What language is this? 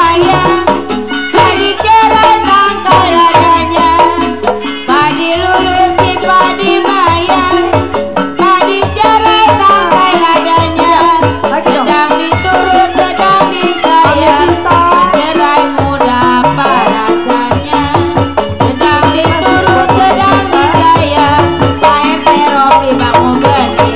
Betawi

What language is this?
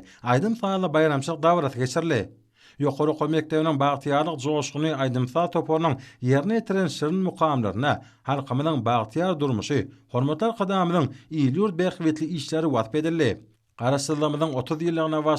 Turkmen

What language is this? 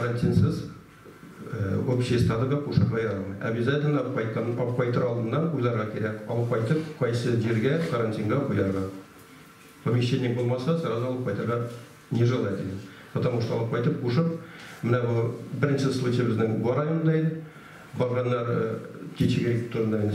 Tatar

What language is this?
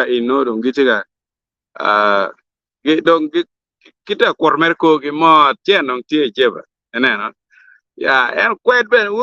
Acoli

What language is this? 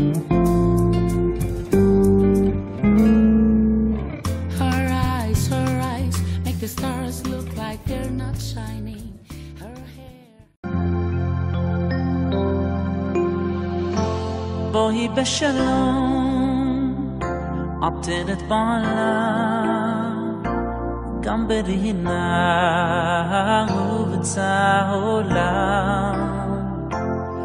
Hebrew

